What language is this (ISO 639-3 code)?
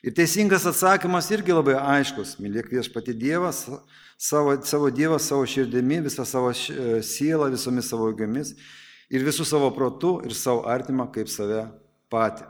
lit